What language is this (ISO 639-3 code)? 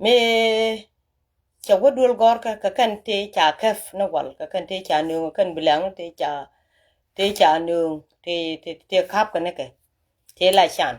nus